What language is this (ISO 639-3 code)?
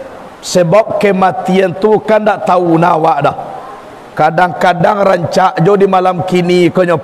min